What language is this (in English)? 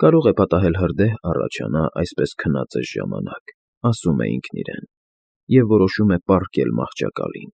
Armenian